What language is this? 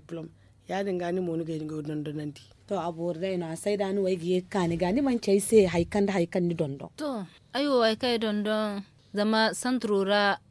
Zarma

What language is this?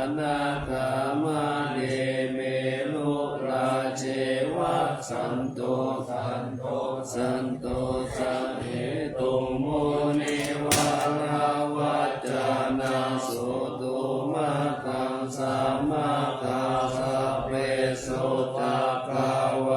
Pali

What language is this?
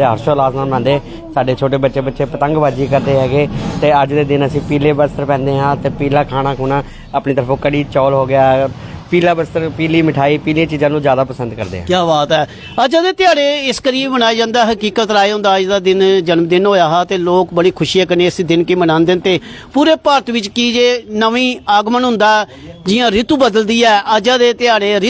Dogri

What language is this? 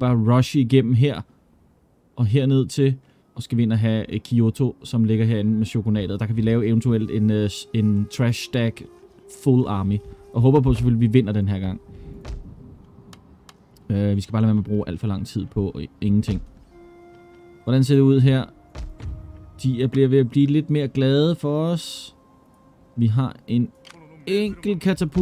Danish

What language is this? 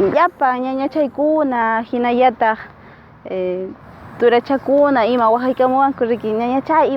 Quechua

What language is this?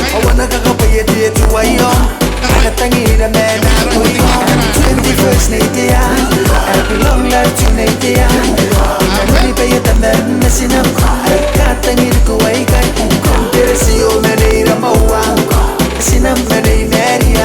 Gilbertese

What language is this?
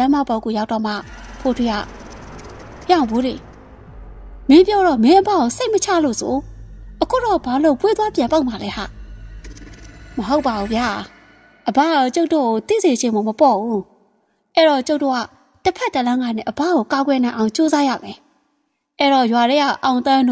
Burmese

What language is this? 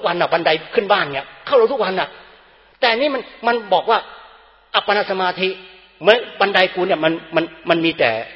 Thai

